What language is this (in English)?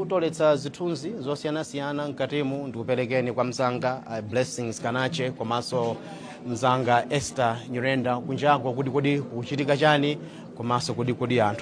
Nyanja